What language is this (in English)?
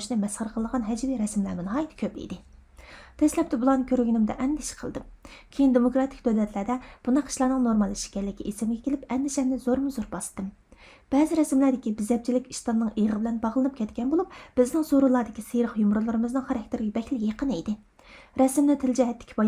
Uyghur